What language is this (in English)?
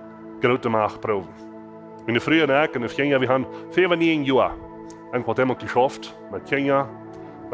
Plautdietsch